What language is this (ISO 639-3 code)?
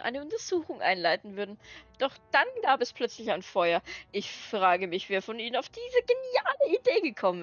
bar